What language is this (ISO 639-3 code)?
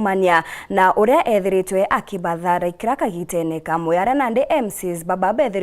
mer